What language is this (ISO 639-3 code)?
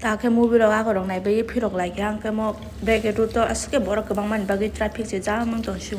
trp